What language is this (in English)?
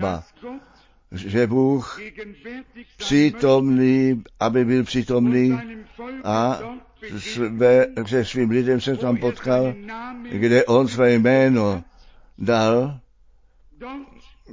Czech